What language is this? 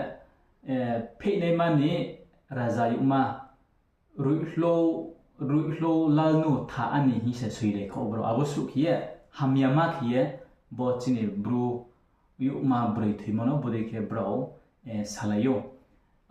Riang (India)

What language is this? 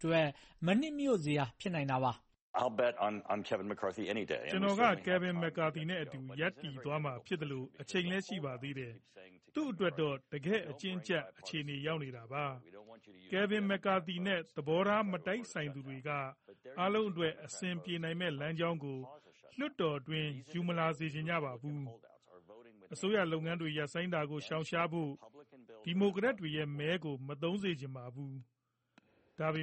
Burmese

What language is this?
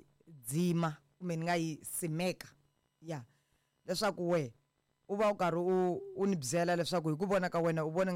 Tsonga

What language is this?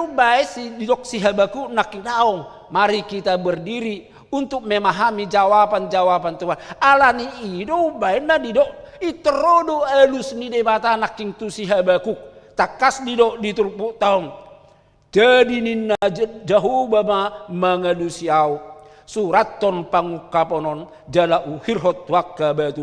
Batak Toba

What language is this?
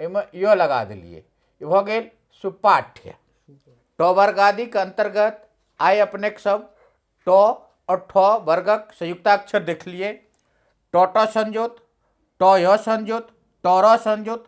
Maithili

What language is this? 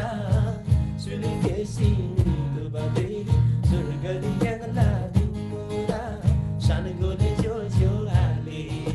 Eastern Tamang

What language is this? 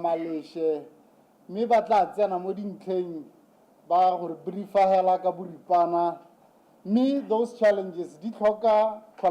Tswana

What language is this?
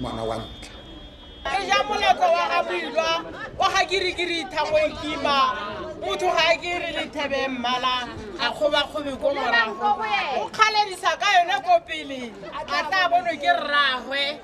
Tswana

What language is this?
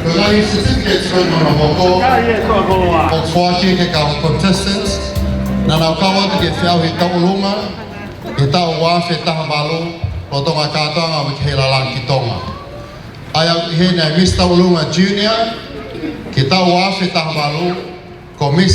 Tongan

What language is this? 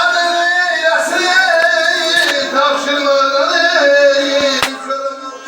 South Azerbaijani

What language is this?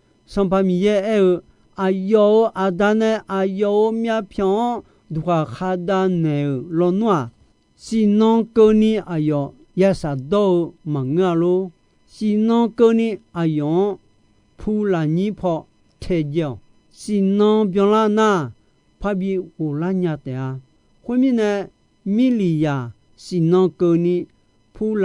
Akha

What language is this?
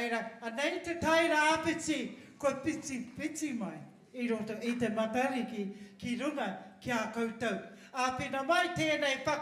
Māori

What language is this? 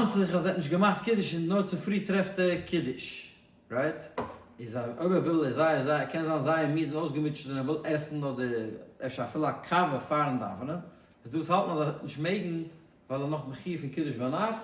Yiddish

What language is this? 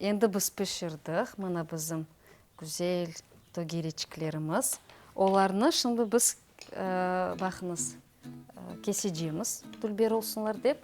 Crimean Tatar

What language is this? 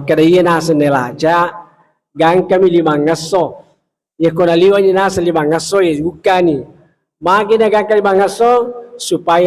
Buginese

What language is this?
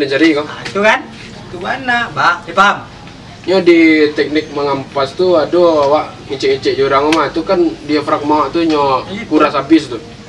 Minangkabau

